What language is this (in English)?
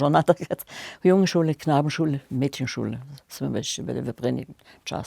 Upper Sorbian